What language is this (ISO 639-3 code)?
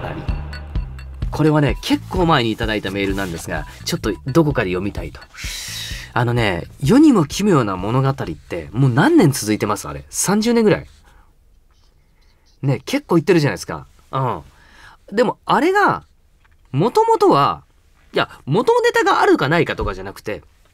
jpn